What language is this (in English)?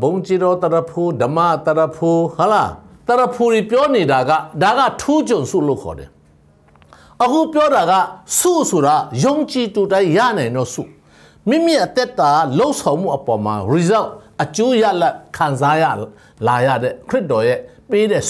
Burmese